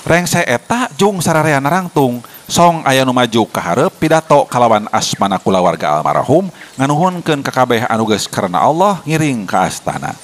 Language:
Sundanese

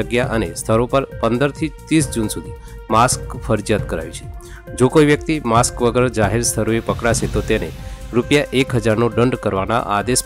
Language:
Gujarati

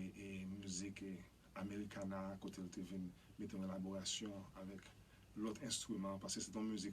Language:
Haitian Creole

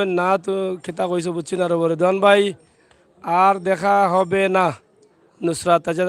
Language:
Sylheti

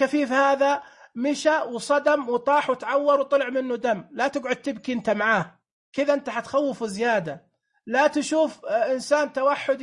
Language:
Najdi Arabic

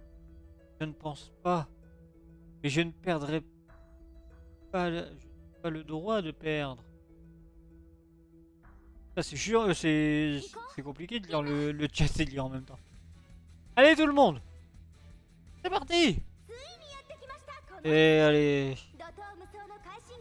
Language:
French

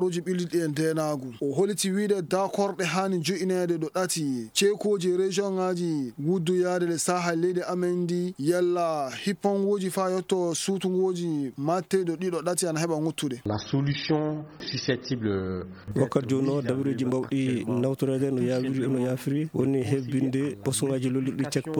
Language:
Fula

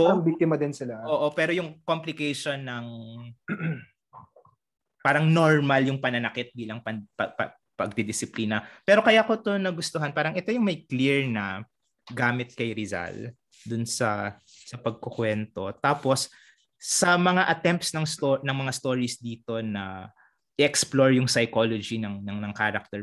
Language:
Filipino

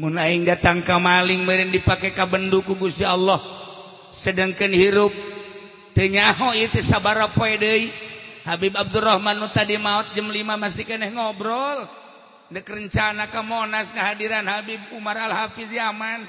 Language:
Sundanese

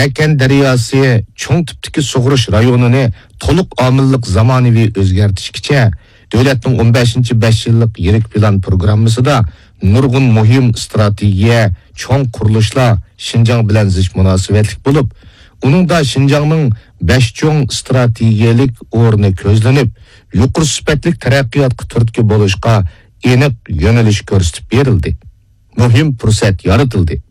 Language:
Uyghur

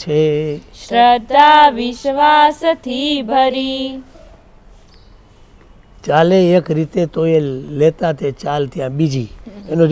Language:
Gujarati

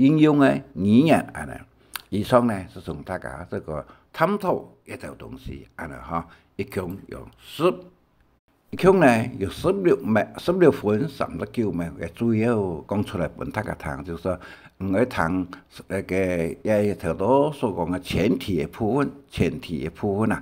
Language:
Hakka Chinese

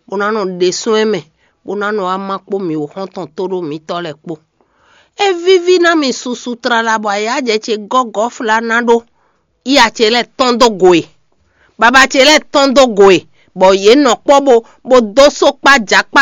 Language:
Fon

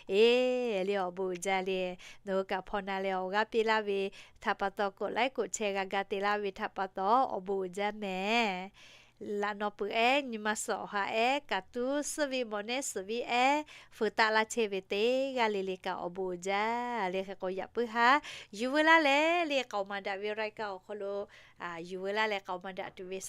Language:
Lahu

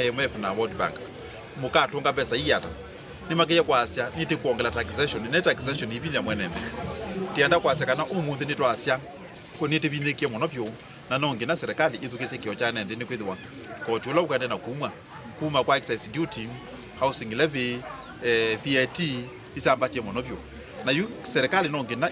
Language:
Kamba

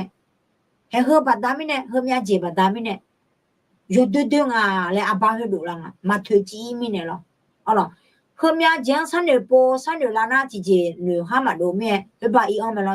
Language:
Akha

